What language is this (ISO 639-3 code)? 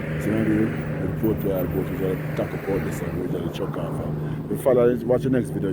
jam